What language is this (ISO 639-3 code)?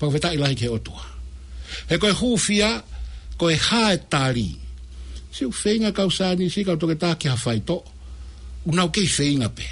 ton